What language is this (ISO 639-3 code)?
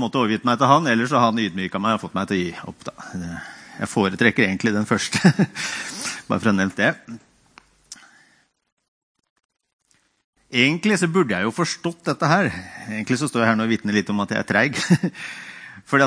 nor